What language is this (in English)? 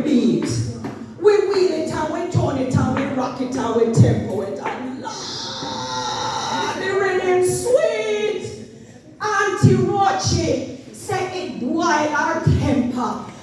Jamaican Creole English